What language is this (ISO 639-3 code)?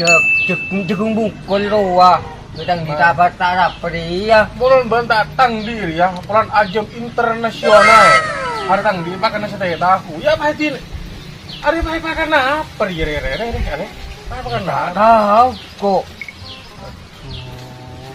mad